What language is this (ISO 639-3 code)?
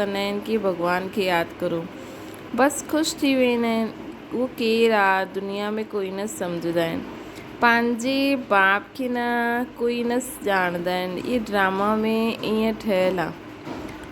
snd